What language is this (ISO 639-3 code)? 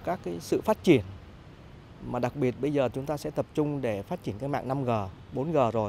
vie